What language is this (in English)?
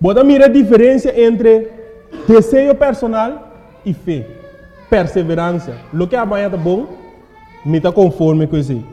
Papiamento